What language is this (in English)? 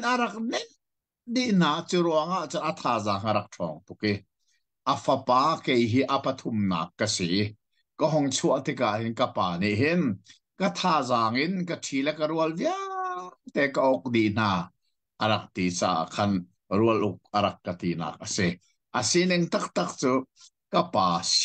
Hakha Chin